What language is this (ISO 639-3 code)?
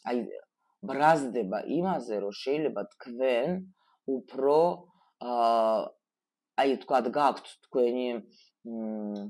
kat